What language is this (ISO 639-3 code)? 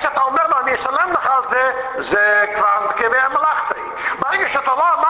heb